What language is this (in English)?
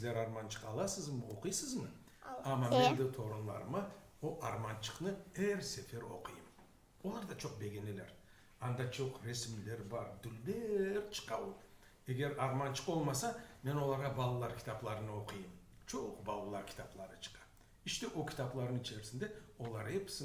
Crimean Tatar